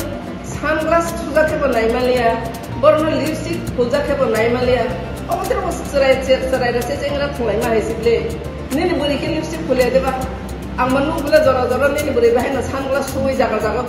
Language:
Kok Borok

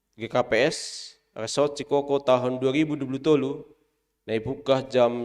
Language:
Batak Simalungun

